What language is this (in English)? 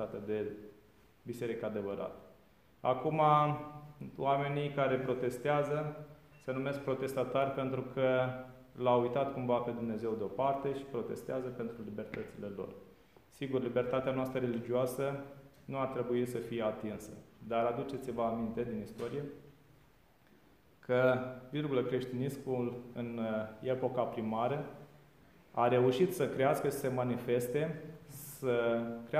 Romanian